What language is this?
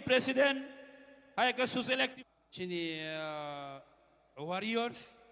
Kok Borok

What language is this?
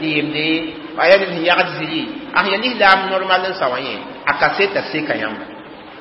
Mossi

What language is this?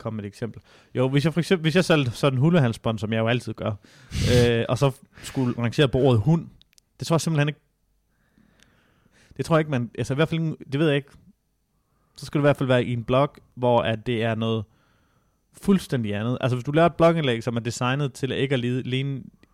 Danish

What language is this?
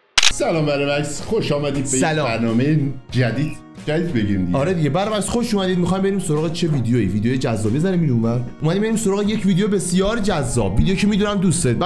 Persian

